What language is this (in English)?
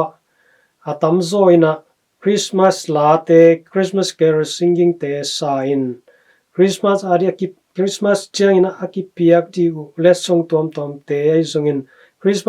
Tedim Chin